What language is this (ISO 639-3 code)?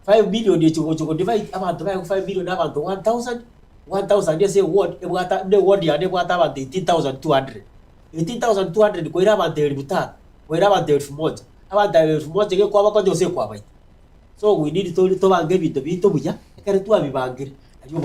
guz